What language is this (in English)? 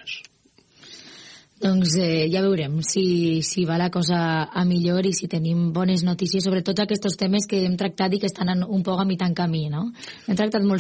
Catalan